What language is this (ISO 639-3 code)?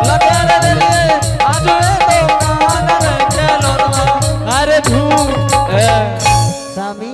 anp